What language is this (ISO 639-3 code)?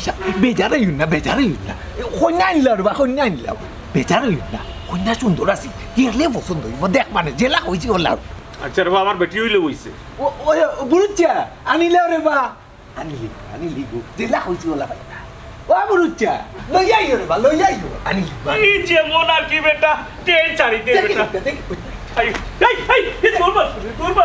syl